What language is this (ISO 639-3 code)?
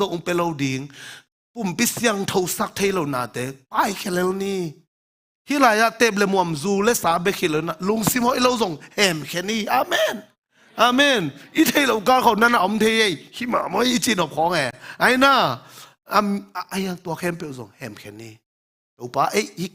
ctd